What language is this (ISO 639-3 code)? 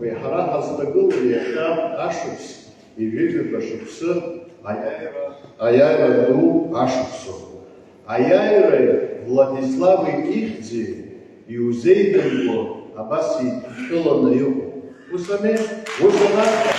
abk